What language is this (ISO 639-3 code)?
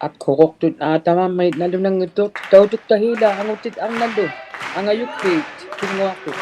iku